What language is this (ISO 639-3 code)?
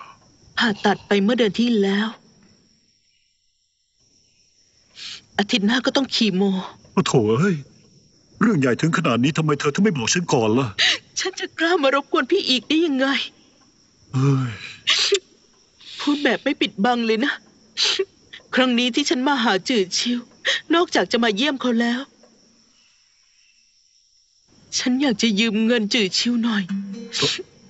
tha